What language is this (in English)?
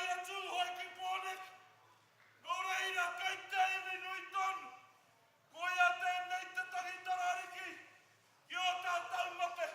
Māori